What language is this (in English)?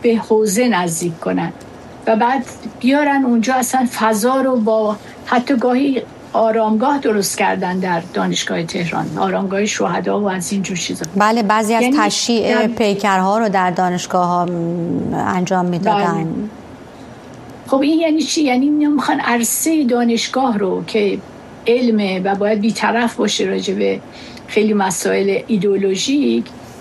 Persian